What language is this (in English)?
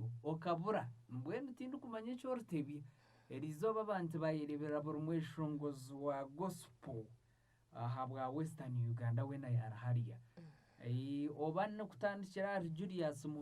Nyankole